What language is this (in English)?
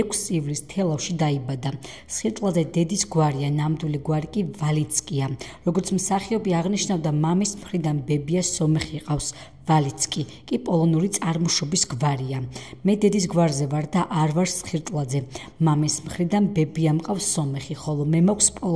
Georgian